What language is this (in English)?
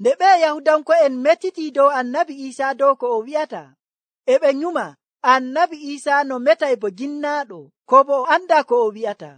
Nigerian Fulfulde